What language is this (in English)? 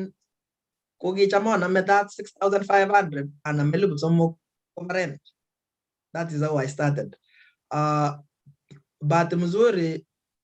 Kalenjin